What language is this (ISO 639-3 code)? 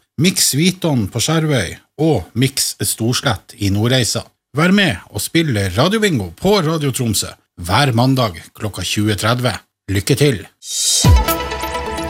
nor